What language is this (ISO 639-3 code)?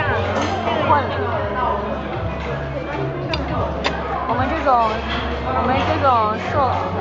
zho